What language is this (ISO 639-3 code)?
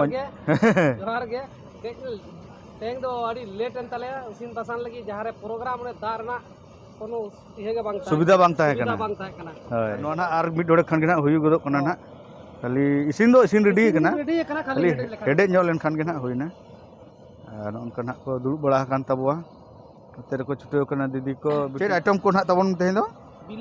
sat